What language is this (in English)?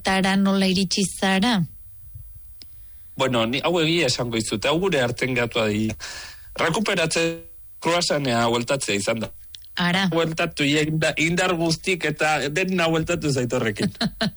Basque